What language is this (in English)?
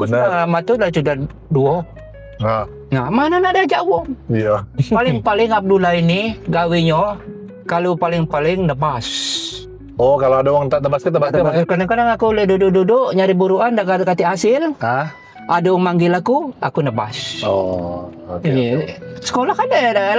Musi